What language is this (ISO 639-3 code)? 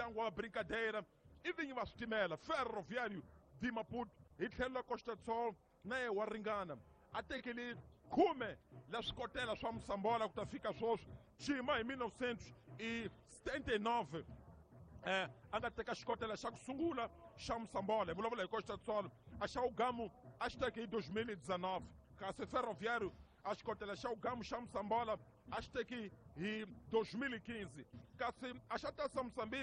tso